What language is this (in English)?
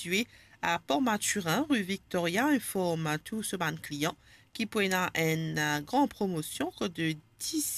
Morisyen